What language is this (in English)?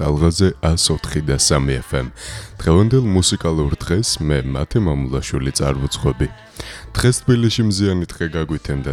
Georgian